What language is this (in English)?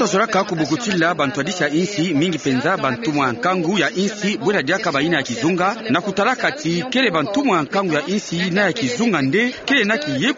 Kituba (Democratic Republic of Congo)